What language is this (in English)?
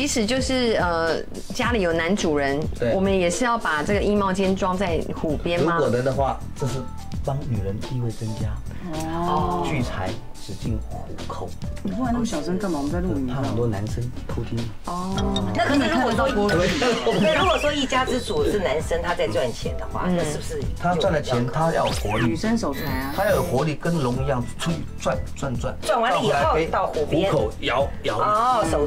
Chinese